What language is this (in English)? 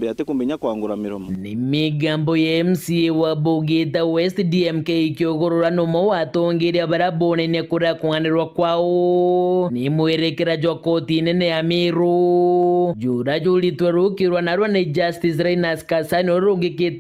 Meru